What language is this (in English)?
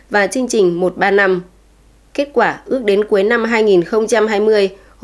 Vietnamese